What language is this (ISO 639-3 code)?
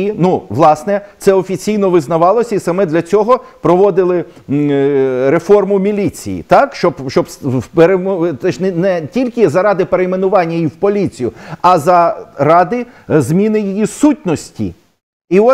ukr